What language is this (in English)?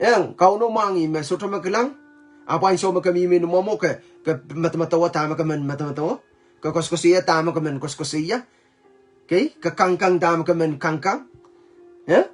Pohnpeian